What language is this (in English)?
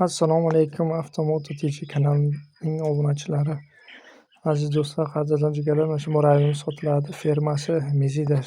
Uzbek